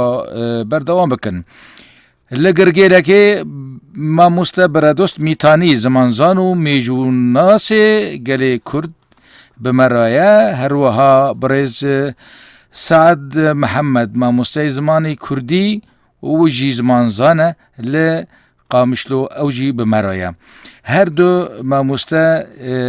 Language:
Kurdish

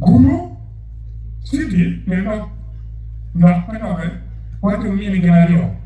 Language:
Acoli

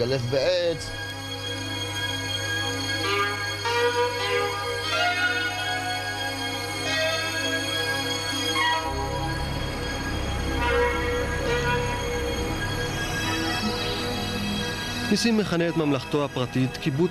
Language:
Hebrew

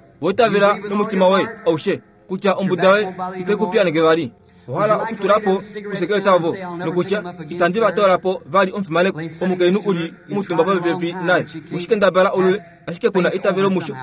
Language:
Kuanyama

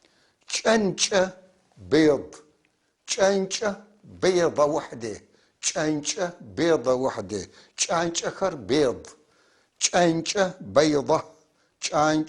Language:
North Levantine Arabic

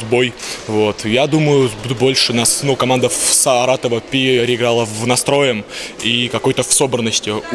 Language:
Russian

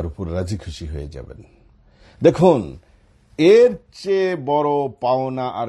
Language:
Bangla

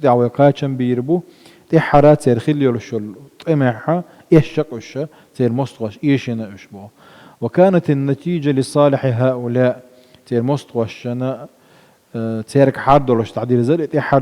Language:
Chechen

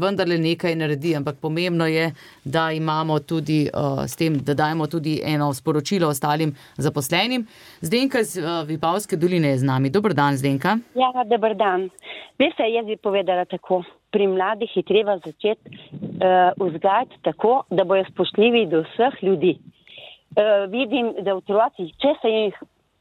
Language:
Slovenian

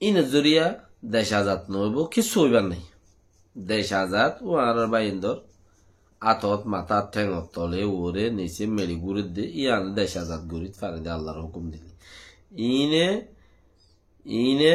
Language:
Rohingya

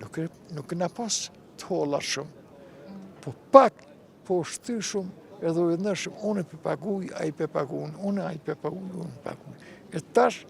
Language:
Albanian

